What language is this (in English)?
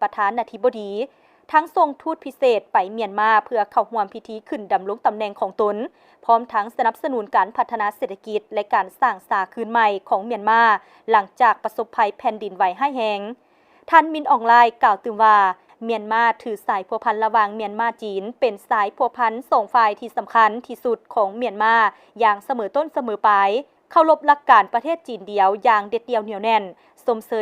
Lao